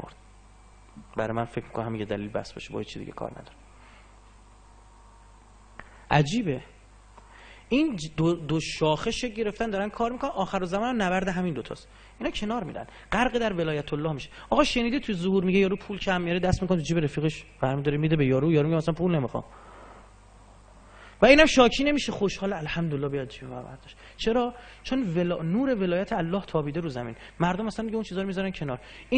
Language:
Persian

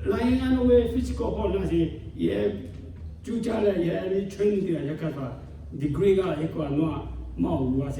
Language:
Lahu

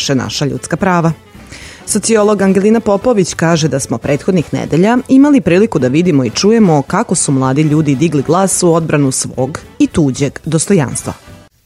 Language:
Serbian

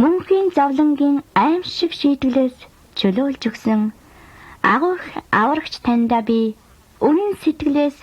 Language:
Mongolian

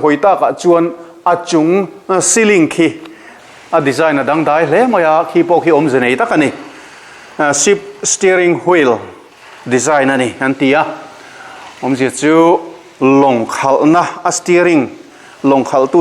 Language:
Mizo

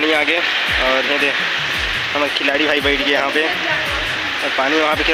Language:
Chhattisgarhi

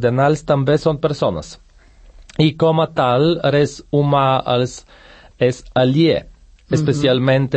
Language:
Catalan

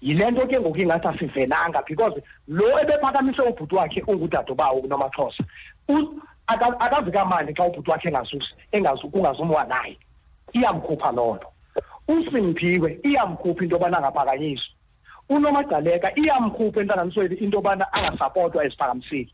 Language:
Xhosa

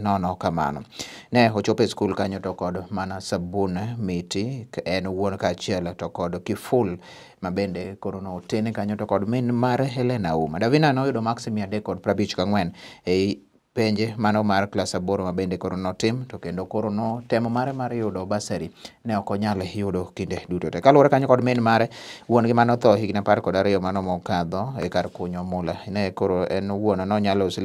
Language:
Luo (Kenya and Tanzania)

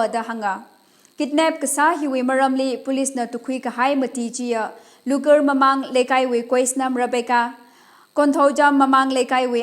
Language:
Tangkhul Naga (India)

